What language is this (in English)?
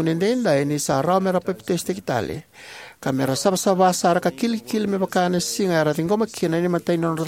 Fijian